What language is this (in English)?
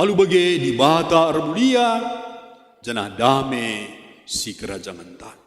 Batak Karo